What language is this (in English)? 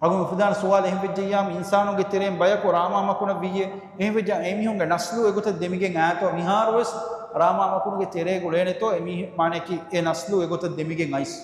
Divehi